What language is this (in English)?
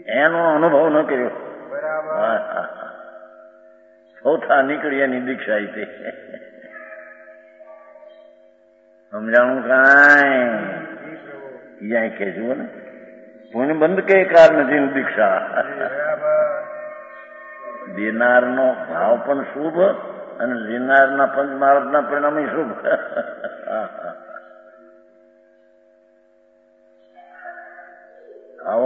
Gujarati